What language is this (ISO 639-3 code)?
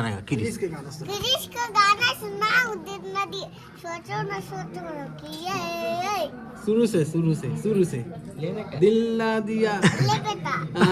hne